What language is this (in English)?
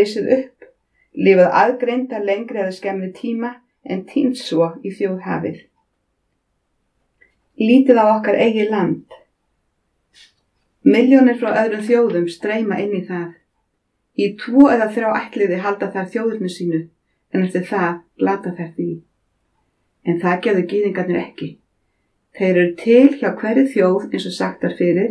Icelandic